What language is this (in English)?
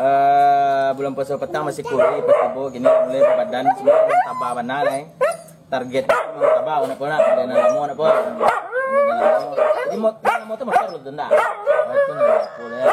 Minangkabau